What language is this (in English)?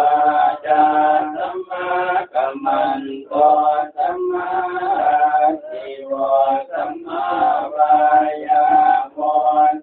Pali